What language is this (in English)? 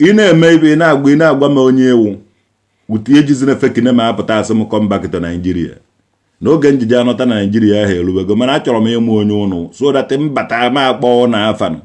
Igbo